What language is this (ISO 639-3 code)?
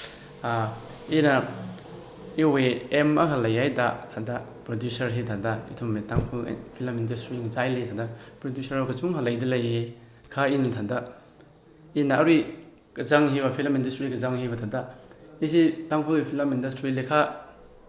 nmf